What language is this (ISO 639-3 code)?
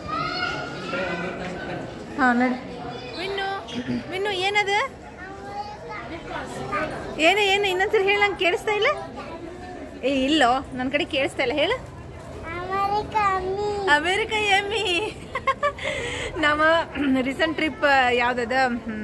kan